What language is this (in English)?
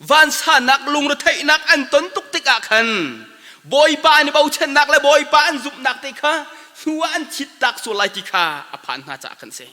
Hakha Chin